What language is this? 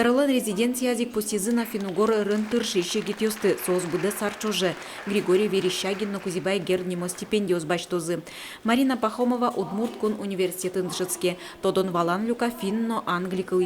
Udmurt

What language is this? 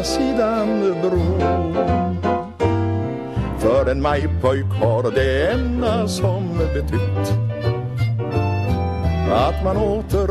Swedish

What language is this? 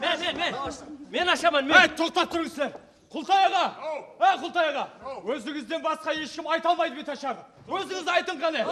Kara-Kalpak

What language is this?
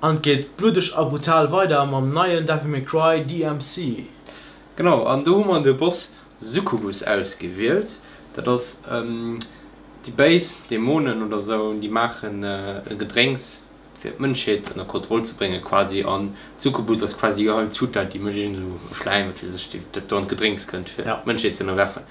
Luxembourgish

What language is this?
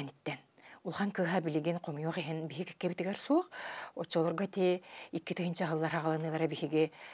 Yakut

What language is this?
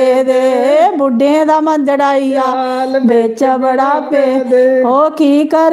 Dogri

